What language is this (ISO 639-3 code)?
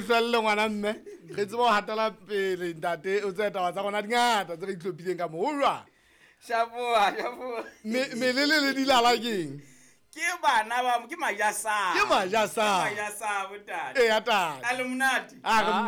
sot